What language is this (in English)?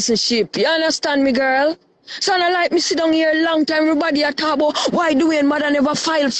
Jamaican Creole English